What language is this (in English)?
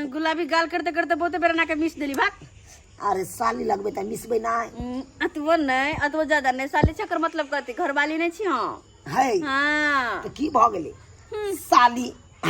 Maithili